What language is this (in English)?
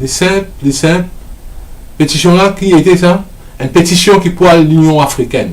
Morisyen